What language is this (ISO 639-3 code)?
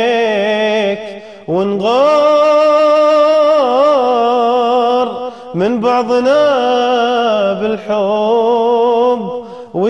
afb